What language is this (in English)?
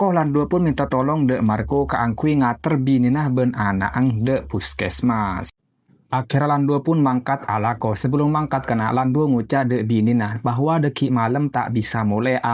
Madurese